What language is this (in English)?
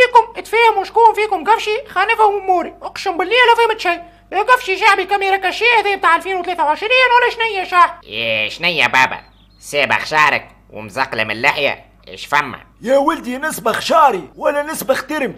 Tunisian Arabic